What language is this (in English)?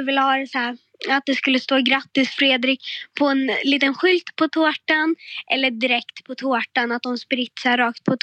Swedish